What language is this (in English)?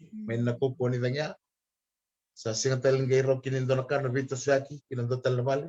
Fijian